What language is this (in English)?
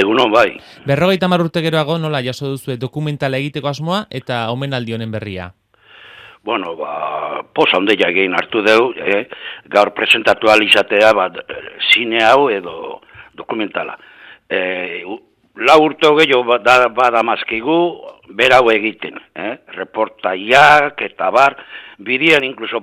Basque